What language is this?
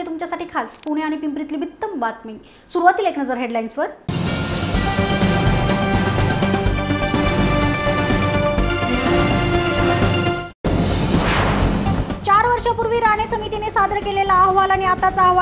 Marathi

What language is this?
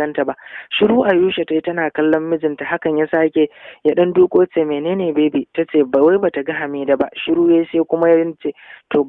Hausa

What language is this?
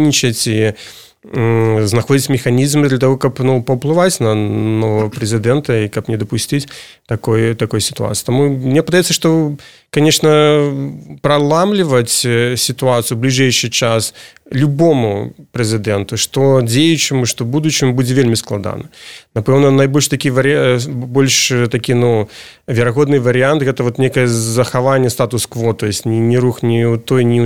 Belarusian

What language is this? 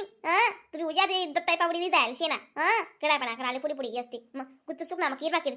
Khandesi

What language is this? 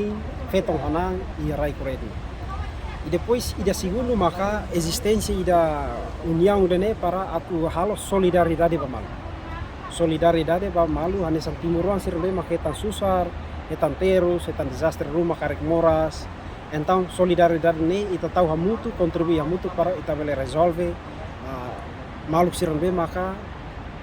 Tetum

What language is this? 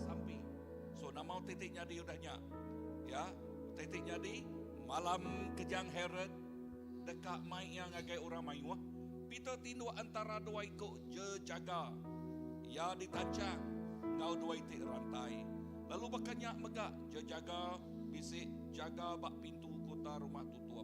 Iban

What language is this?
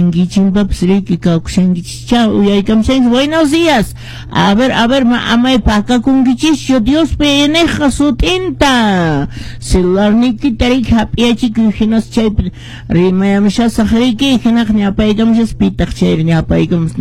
Quechua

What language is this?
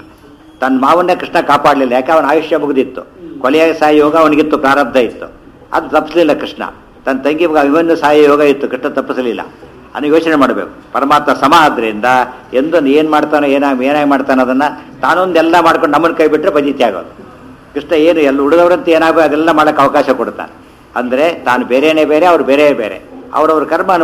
Kannada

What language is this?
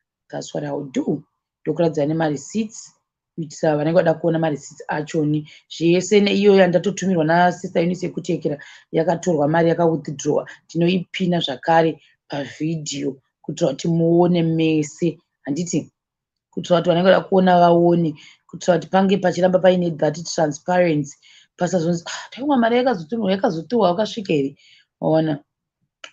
Shona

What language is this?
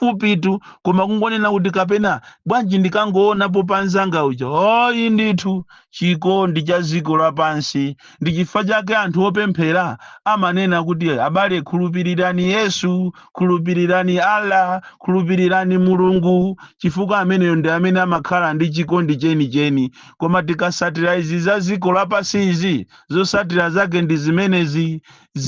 Nyanja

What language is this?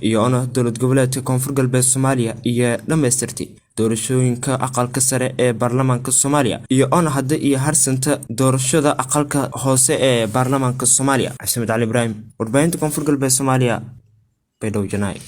Somali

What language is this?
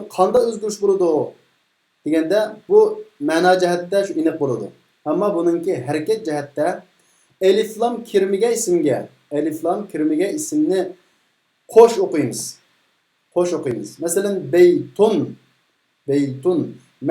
Uyghur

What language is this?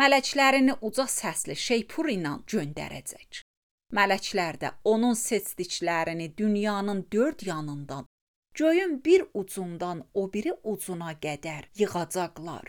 Azerbaijani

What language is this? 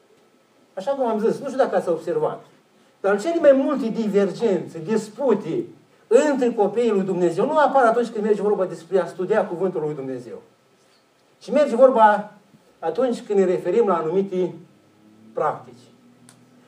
Romanian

